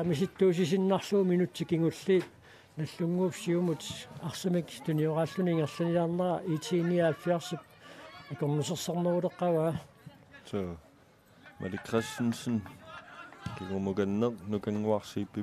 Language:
Kalaallisut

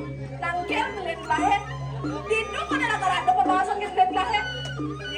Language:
Balinese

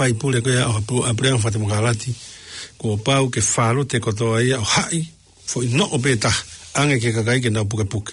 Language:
Tongan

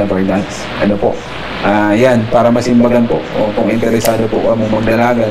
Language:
Bikol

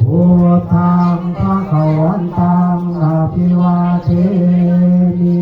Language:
Pali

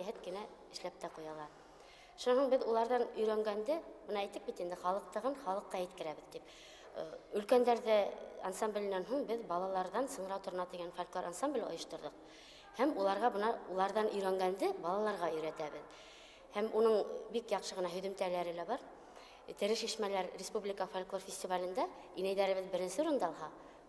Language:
Bashkir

